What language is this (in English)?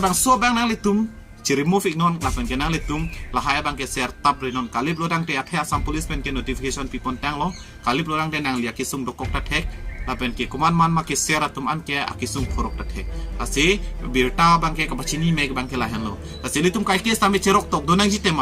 Karbi